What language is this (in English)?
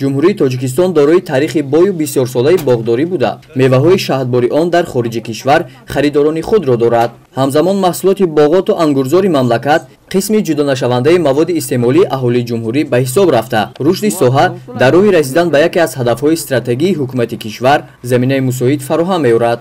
Tajik